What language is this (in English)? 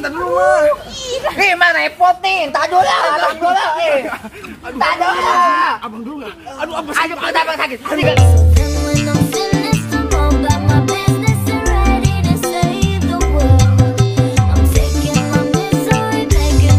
Betawi